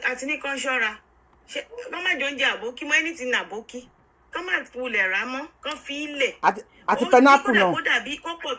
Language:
Yoruba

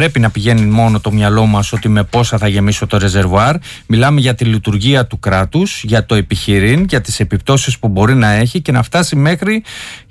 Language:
Greek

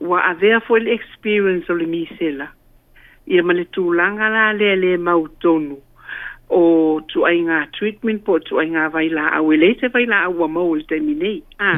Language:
Samoan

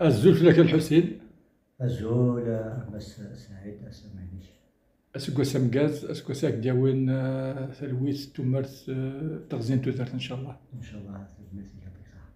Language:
Kabyle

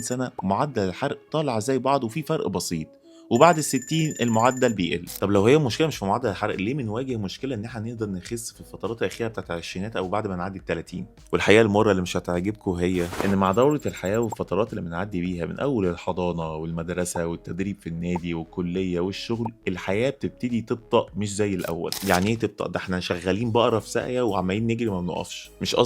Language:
Egyptian Arabic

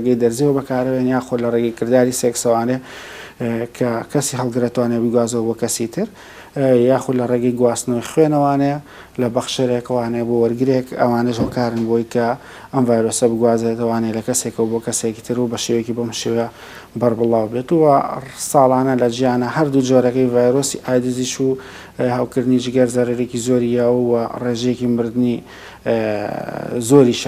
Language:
Central Kurdish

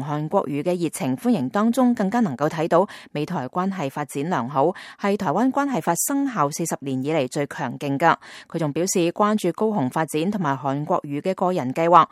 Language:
Cantonese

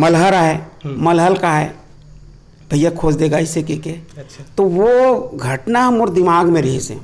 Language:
Chhattisgarhi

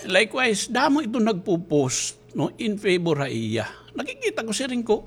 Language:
Waray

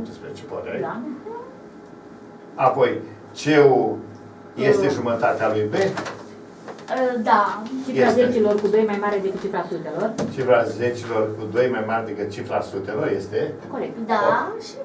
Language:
Romanian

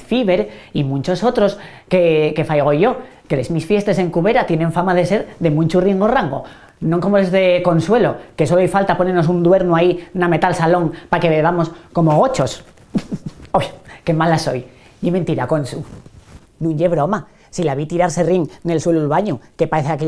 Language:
Asturian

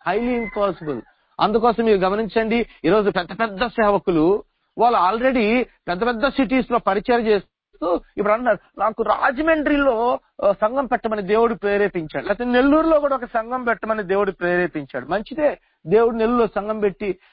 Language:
Telugu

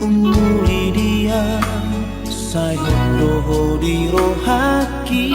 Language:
Batak Toba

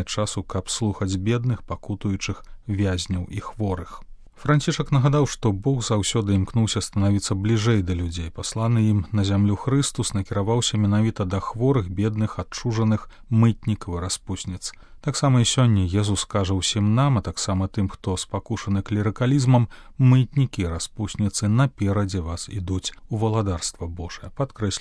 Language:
Belarusian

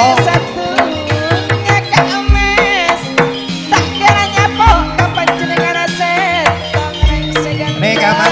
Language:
Madurese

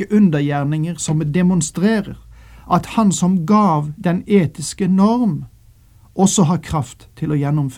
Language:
Norwegian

